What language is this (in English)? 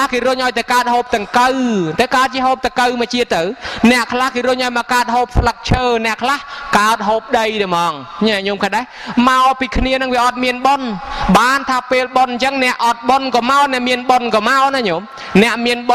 Khmer